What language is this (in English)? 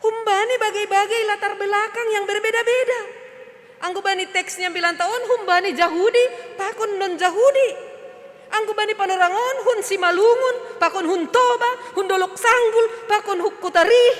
Batak Simalungun